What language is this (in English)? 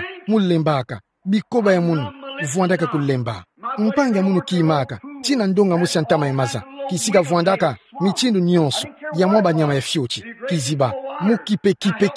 Kituba (Democratic Republic of Congo)